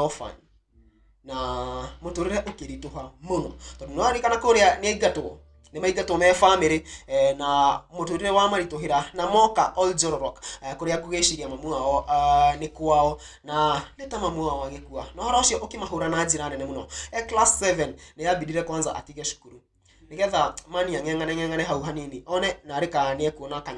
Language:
Kikuyu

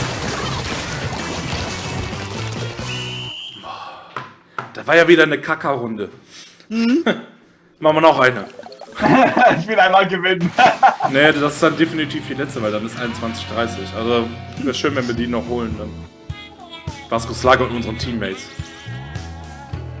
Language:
German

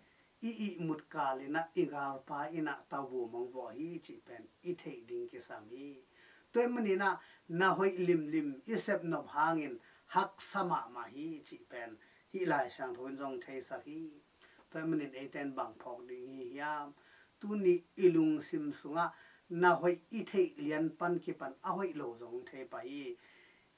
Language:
Tedim Chin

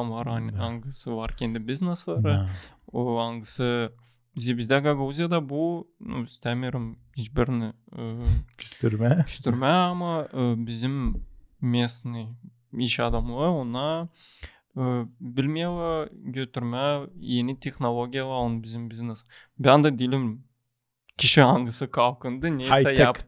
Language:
Gagauz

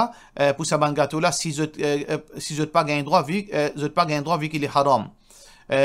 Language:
Morisyen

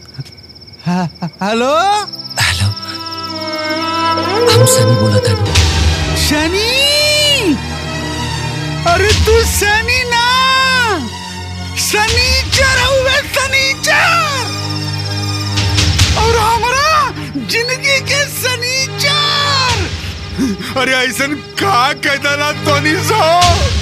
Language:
Bhojpuri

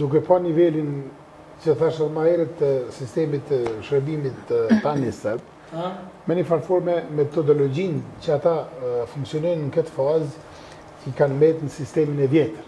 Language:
Albanian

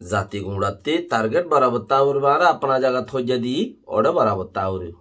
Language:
Rohingya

